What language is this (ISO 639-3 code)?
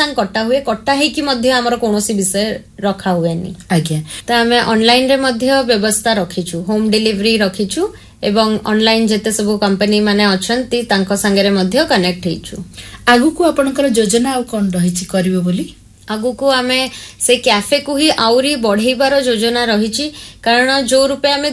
ori